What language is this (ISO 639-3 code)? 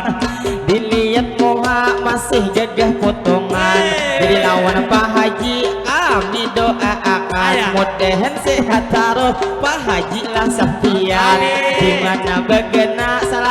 bjn